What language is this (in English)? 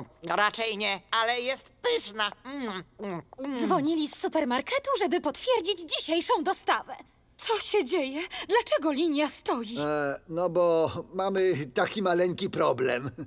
Polish